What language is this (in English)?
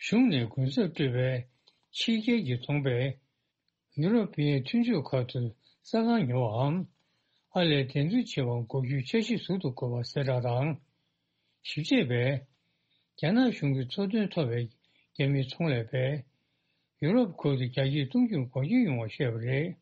Tibetan